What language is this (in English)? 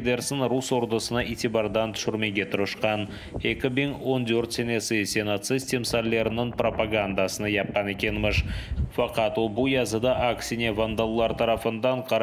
Crimean Tatar